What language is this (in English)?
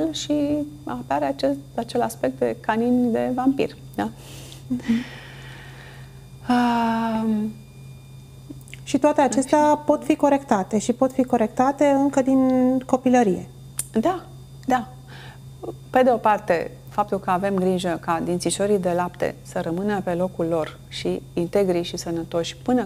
Romanian